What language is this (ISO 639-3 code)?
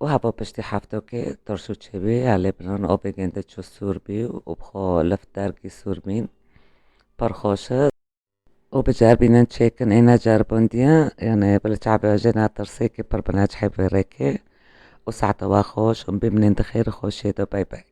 kur